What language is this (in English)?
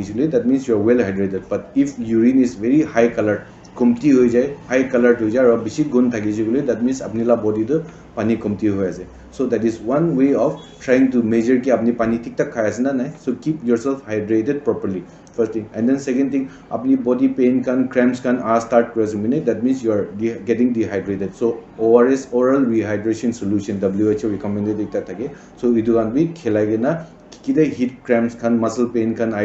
Naga Pidgin